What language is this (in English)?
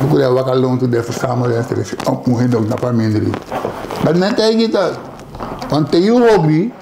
Sranan Tongo